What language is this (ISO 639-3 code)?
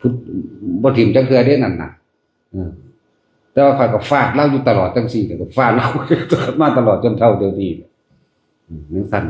tts